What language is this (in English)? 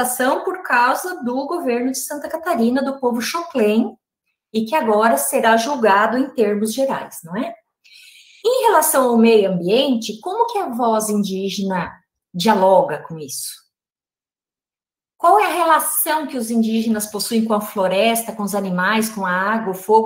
Portuguese